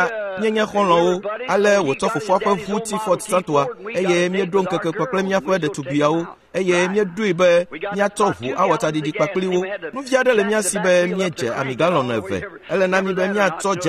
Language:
Ewe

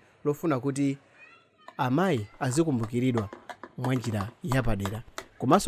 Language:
Nyanja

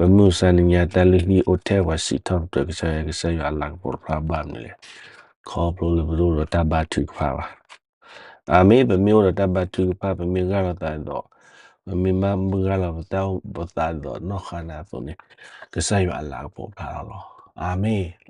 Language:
S'gaw Karen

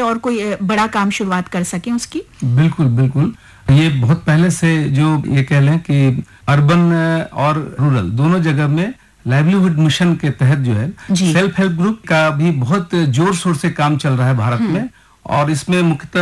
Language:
Hindi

